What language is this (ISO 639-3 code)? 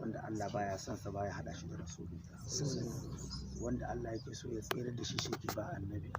hau